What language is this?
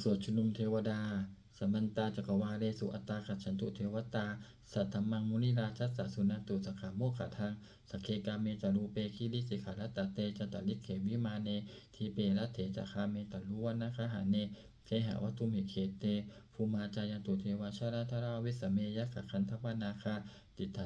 Pali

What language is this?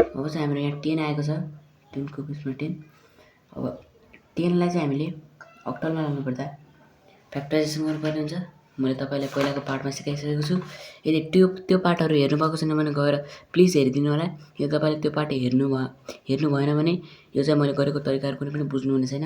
Nepali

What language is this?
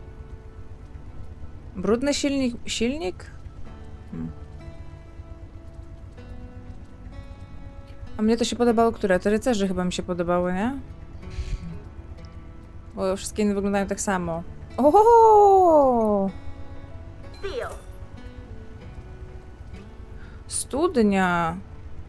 Polish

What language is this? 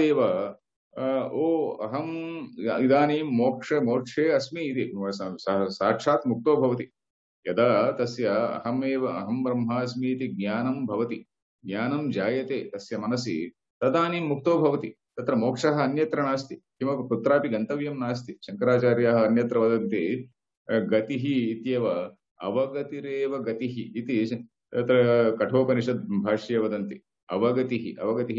Sanskrit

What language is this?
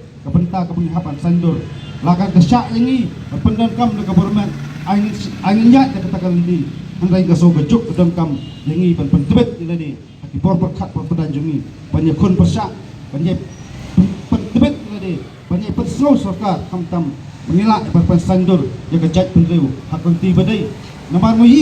Khasi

